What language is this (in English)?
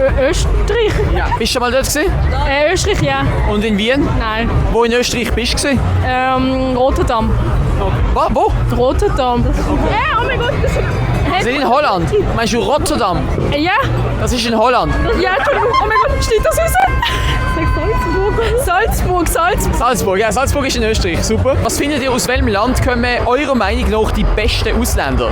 Swiss German